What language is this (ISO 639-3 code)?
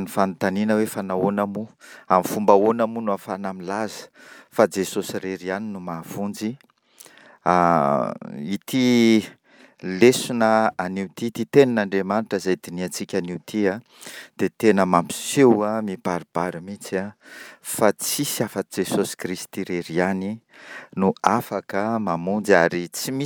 mlg